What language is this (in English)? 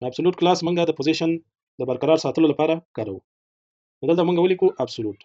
Pashto